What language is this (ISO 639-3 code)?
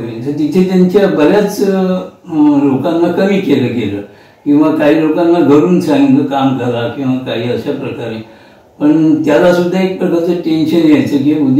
mar